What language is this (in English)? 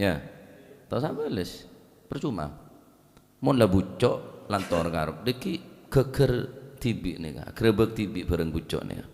Madurese